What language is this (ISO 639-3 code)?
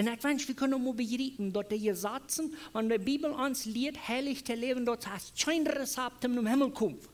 pdt